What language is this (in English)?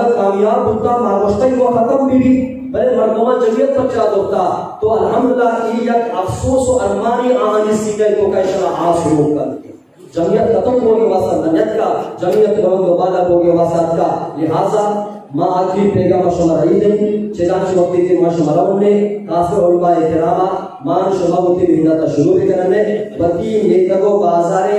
Eastern Balochi